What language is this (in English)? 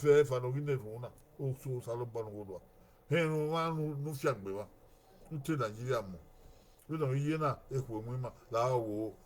Bini